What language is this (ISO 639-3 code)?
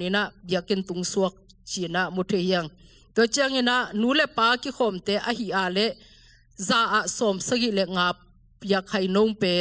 ctd